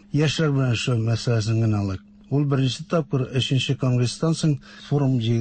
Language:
Tatar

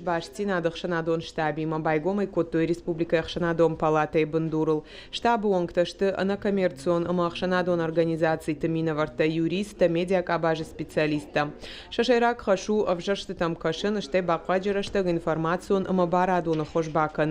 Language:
Ossetic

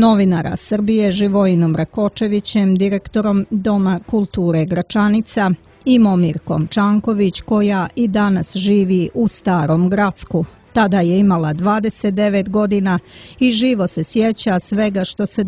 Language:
Serbian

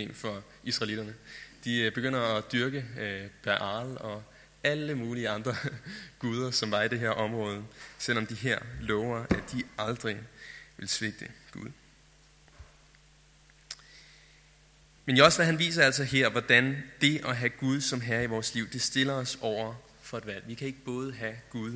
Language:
Danish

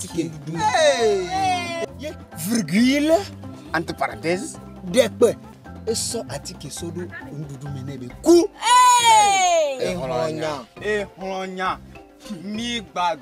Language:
Ewe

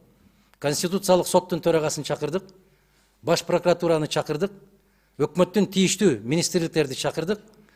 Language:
Kyrgyz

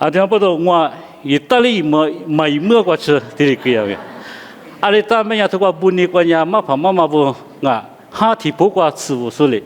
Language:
Lisu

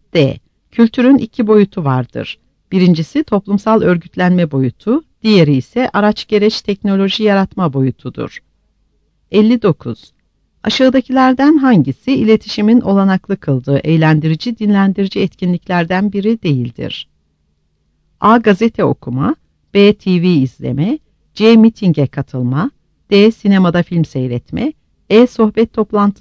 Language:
Turkish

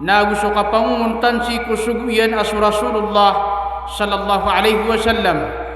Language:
Maranao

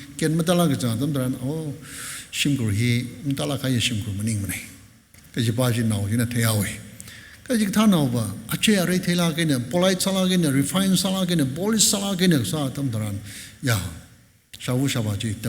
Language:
Tangkhul Naga (India)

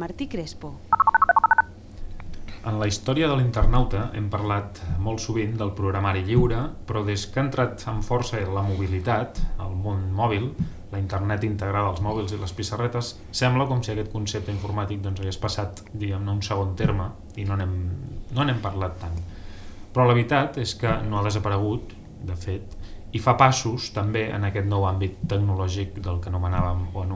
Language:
Catalan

